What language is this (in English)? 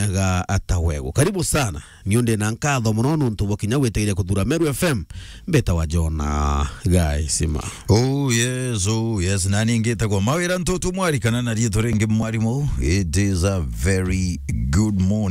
Meru